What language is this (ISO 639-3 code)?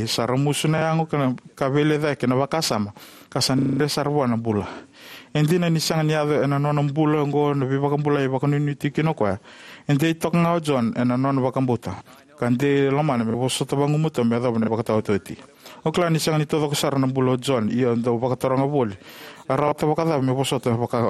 fij